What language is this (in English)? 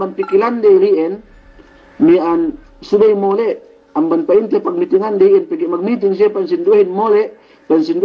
Yakan